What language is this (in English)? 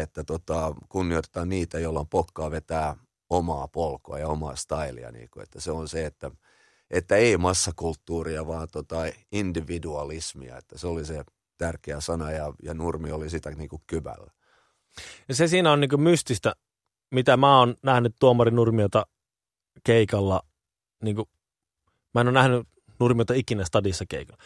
Finnish